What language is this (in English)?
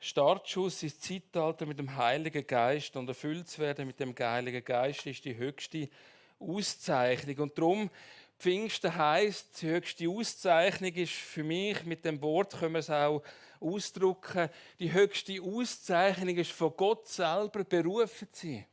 Swiss German